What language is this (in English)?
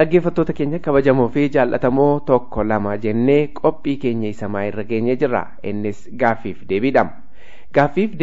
Oromo